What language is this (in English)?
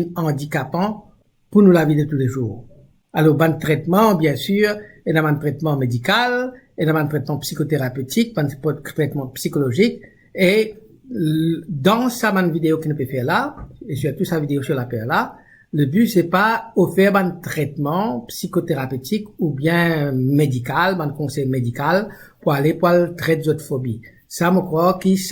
Morisyen